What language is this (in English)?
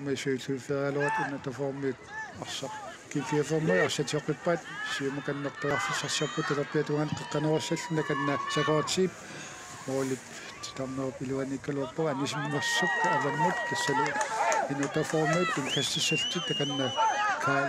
Kalaallisut